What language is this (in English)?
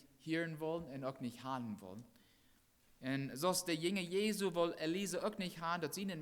Plautdietsch